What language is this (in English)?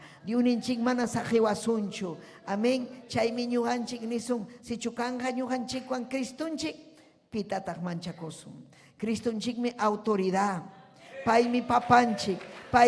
Ayacucho Quechua